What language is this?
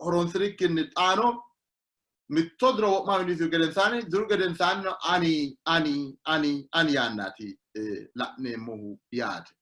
Sidamo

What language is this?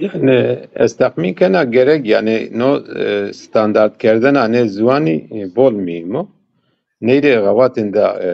Zaza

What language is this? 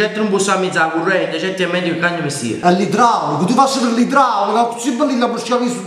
Neapolitan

